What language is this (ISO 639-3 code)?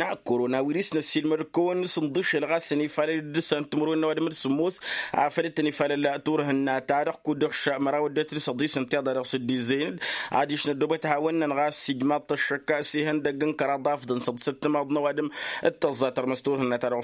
taq